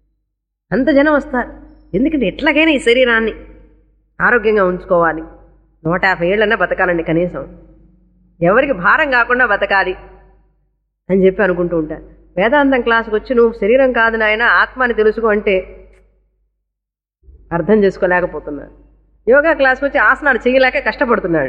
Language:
Telugu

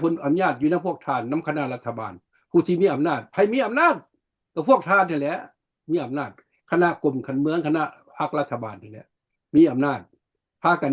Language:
Lao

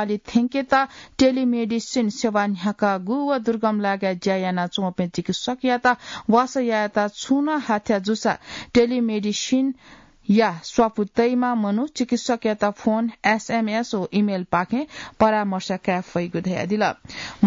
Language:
Newari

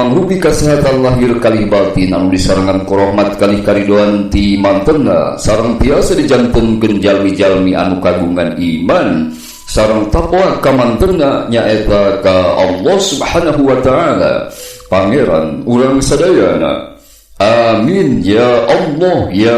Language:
Sundanese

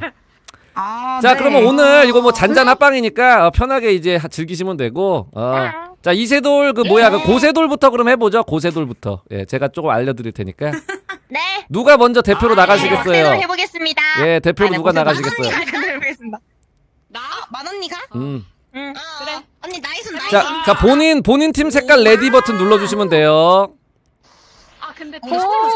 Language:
Korean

